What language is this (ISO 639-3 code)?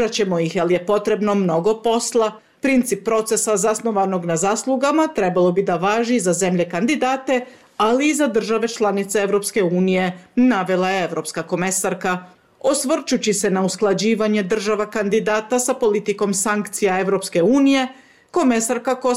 bos